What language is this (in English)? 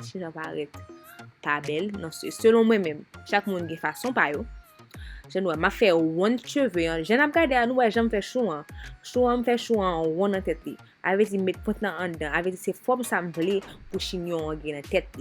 Haitian Creole